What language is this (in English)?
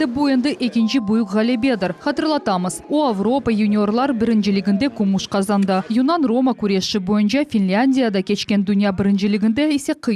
Crimean Tatar